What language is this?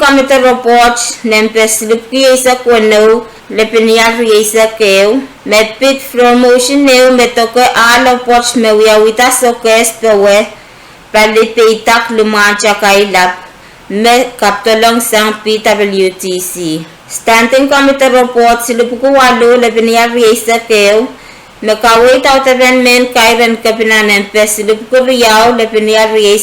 Pohnpeian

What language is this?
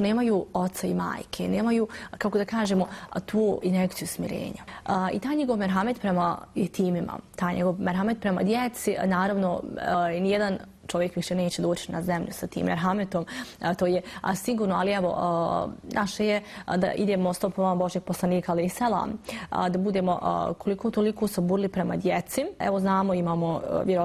Bosnian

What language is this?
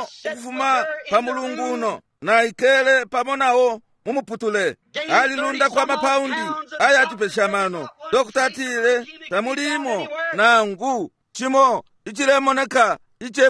Bemba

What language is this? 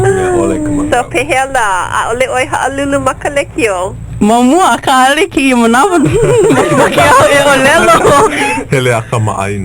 Hawaiian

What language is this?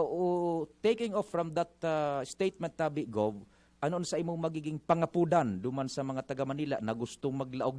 Bikol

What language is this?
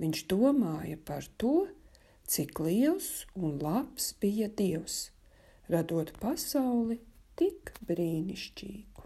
Latvian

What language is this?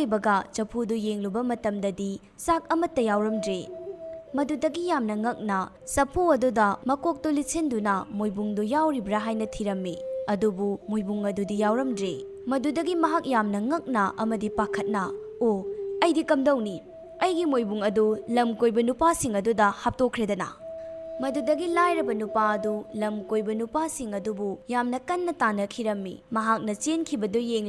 Manipuri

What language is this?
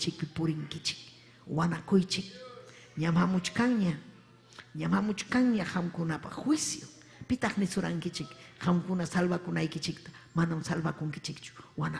Ayacucho Quechua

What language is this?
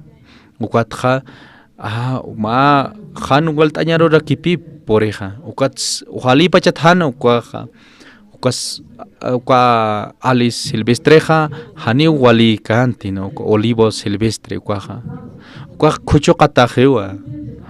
Aymara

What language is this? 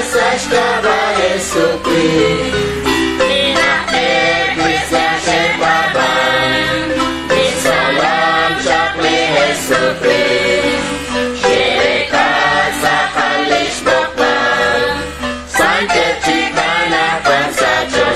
Kekchí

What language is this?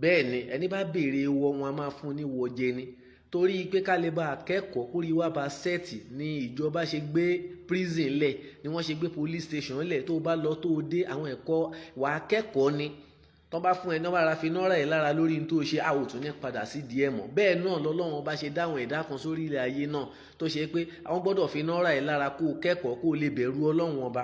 Yoruba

